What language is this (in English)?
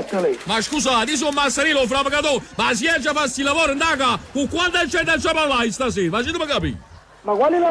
Neapolitan